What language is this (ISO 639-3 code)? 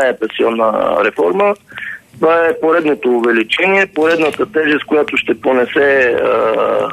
bul